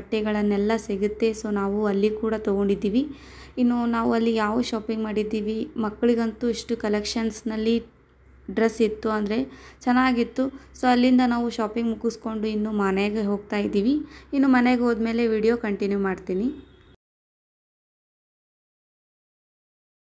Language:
Kannada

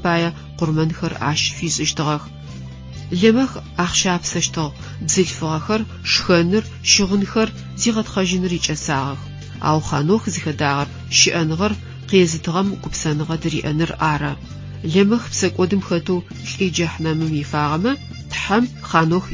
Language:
Adyghe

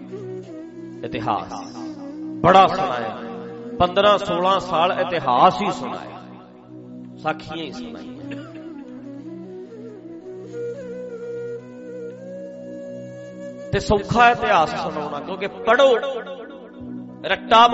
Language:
Punjabi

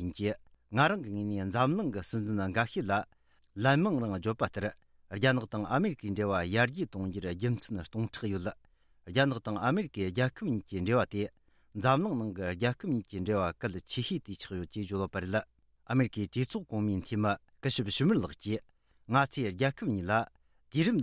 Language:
Tibetan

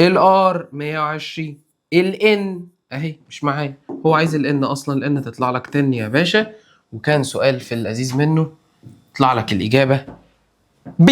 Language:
Egyptian Arabic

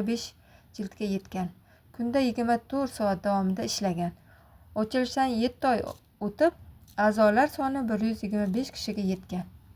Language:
Uzbek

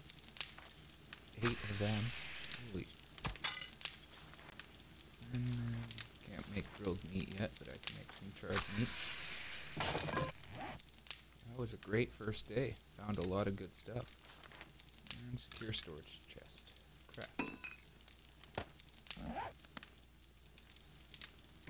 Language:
English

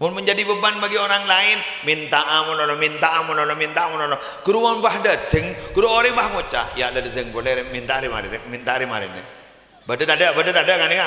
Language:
Madurese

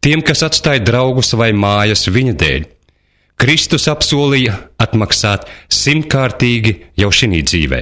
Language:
Latvian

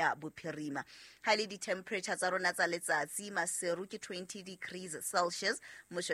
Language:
Southern Sotho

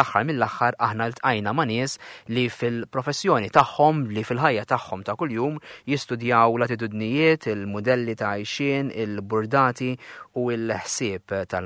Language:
Maltese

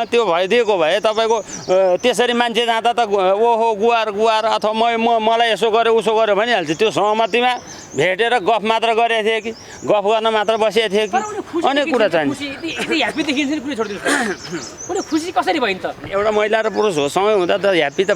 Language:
Nepali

